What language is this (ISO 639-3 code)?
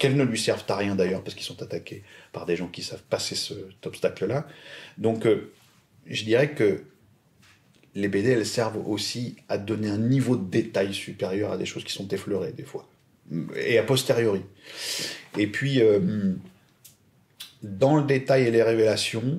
fra